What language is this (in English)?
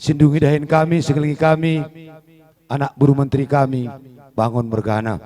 Batak Karo